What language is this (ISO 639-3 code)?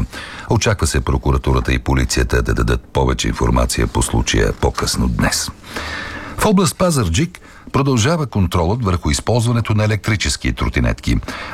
bul